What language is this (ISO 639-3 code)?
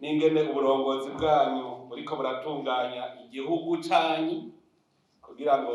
run